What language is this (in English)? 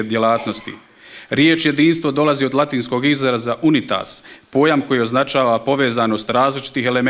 Bosnian